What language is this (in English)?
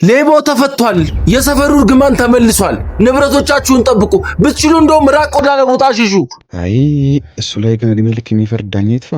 Amharic